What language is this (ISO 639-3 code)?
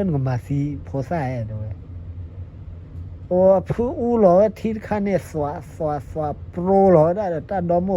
ksw